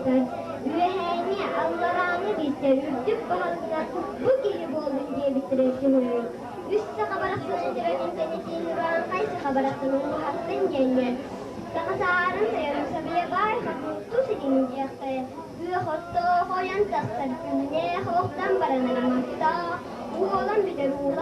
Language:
Yakut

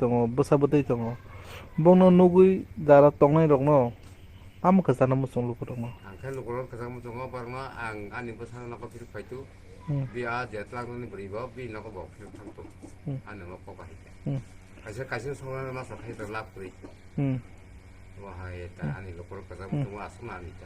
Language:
Kok Borok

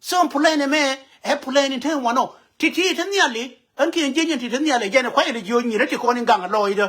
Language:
Nuer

